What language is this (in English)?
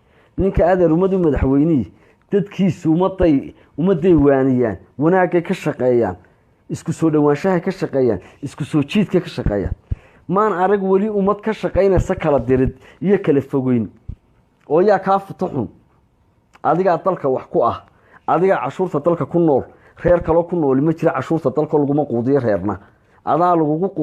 Somali